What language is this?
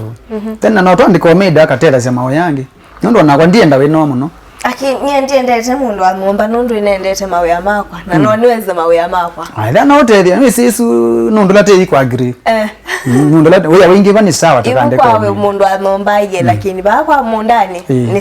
Kamba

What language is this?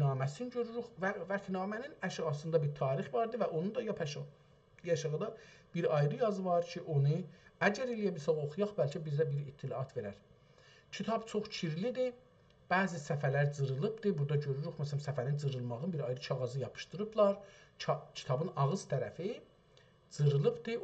South Azerbaijani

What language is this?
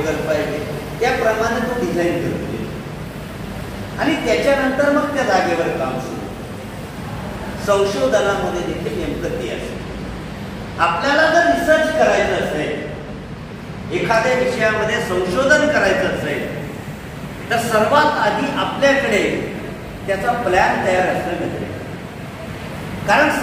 Marathi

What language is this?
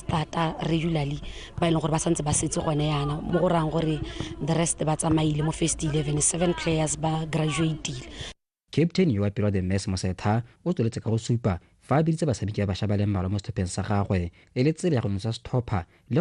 Tswana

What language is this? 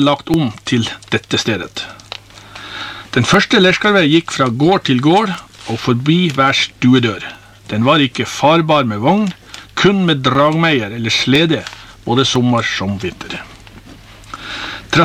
Norwegian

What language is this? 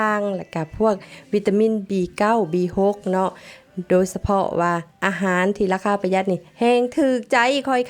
Lao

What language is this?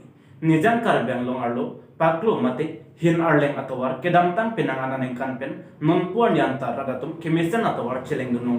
Karbi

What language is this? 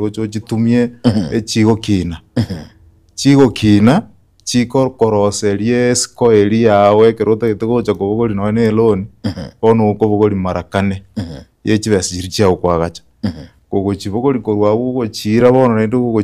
Gusii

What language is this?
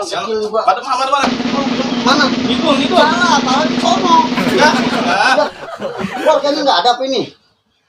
Betawi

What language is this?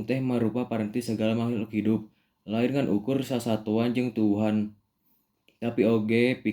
Sundanese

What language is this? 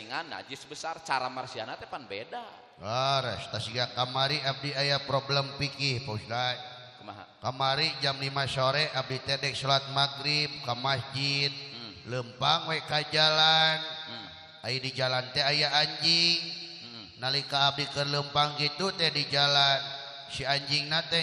Sundanese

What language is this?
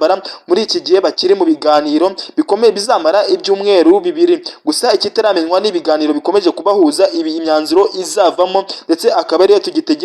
Kinyarwanda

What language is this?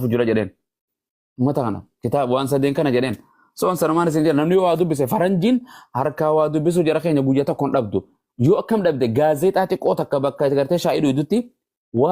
Oromo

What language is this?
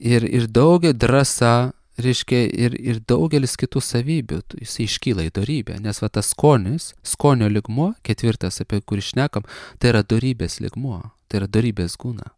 Lithuanian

